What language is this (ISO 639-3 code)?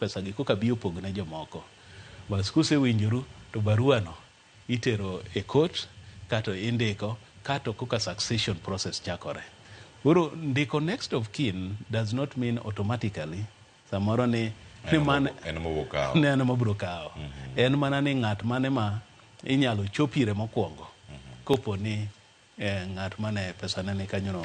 luo